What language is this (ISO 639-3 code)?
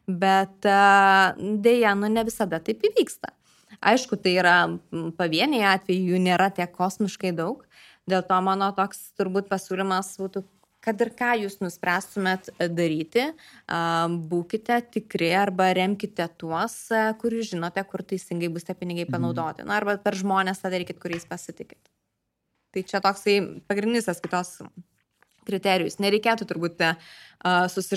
lit